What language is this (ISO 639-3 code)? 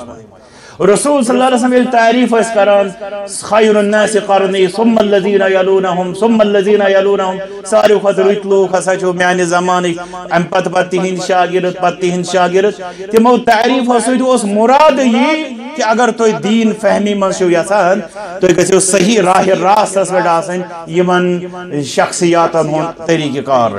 kas